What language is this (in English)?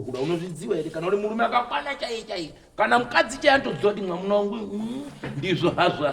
Shona